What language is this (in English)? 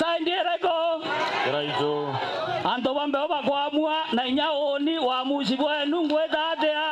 Meru